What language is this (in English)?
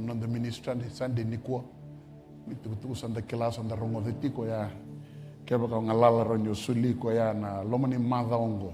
Fijian